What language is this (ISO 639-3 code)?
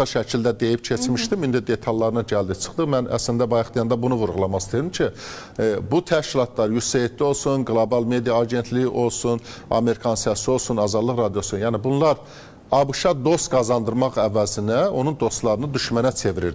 aze